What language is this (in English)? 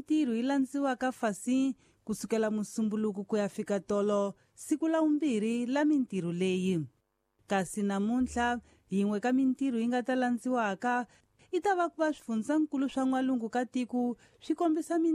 Tsonga